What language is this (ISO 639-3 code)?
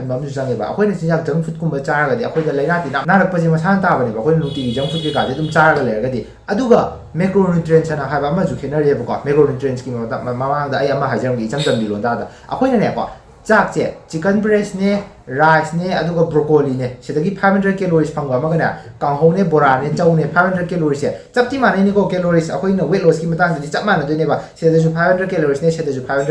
mni